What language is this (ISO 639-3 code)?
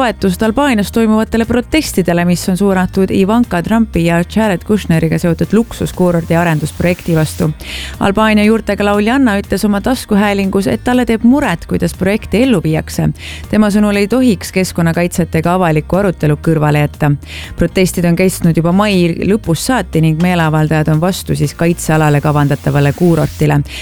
est